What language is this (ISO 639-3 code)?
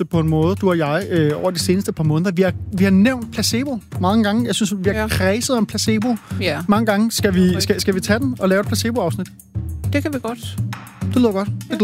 dan